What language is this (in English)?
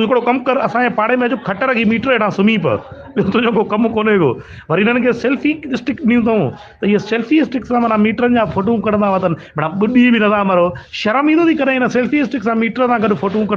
Sindhi